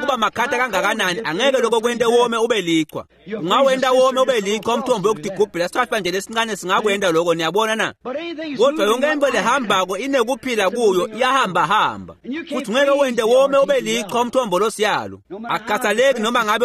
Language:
Swati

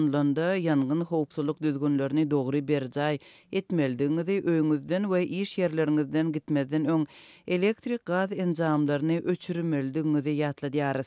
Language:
Turkmen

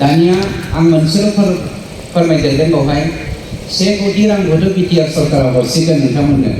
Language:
Bodo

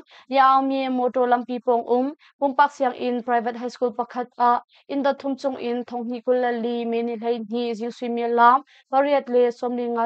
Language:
Hakha Chin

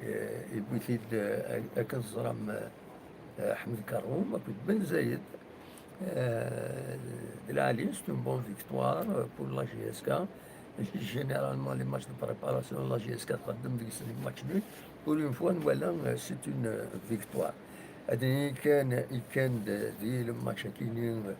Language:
Kabyle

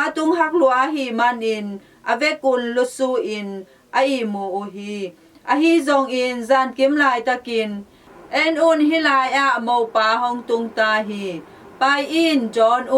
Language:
Tedim Chin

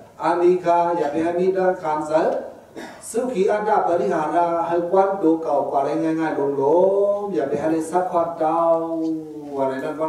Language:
Shan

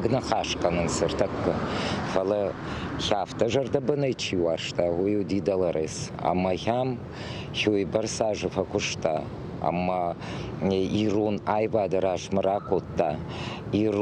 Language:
Ossetic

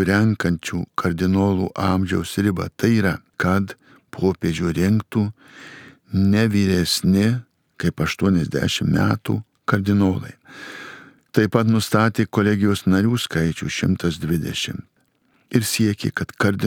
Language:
Lithuanian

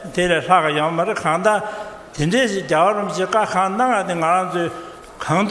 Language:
Tibetan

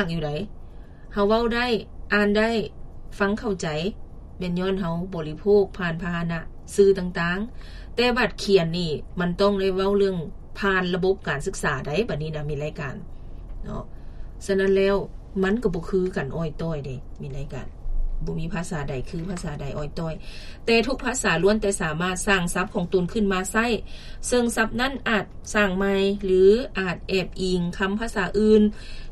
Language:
Lao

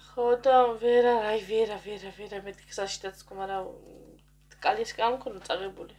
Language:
Georgian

